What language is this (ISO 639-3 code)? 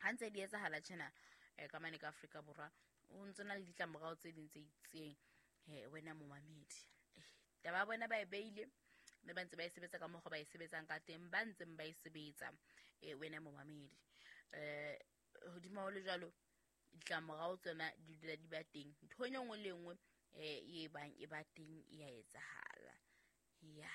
sot